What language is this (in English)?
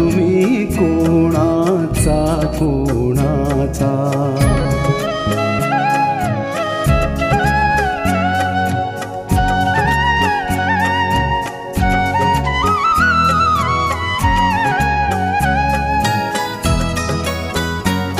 Marathi